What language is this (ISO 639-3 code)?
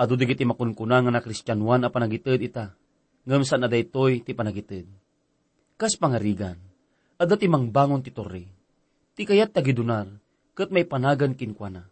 ilo